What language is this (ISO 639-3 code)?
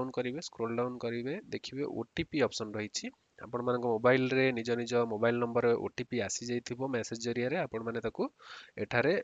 ori